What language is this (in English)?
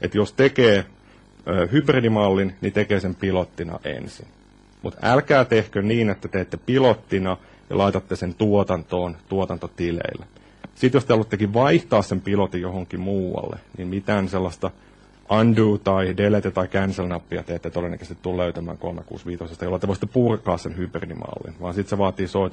Finnish